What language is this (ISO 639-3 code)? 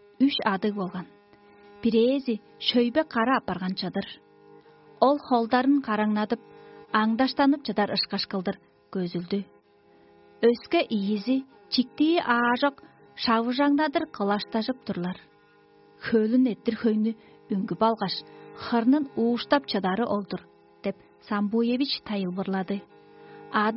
tyv